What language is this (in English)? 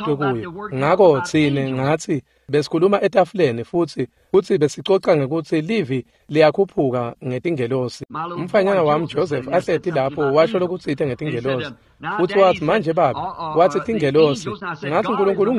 Swati